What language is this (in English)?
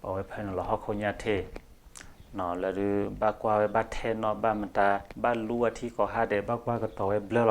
S'gaw Karen